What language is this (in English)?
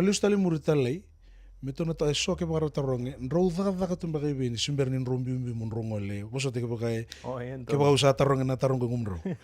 Fijian